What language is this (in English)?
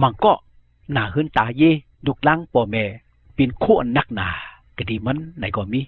Shan